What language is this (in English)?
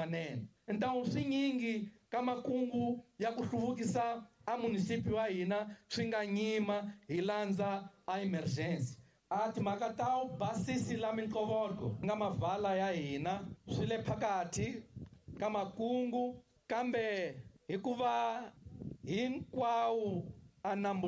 Tsonga